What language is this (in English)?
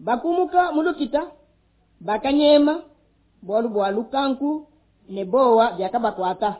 Luba-Lulua